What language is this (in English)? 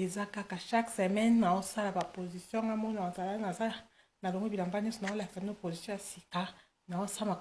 Lingala